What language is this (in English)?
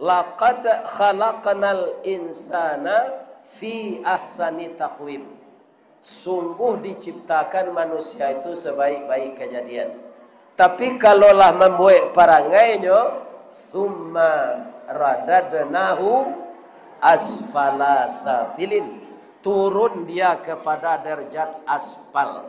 Minangkabau